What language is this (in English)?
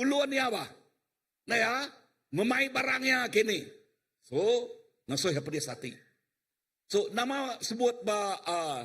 Iban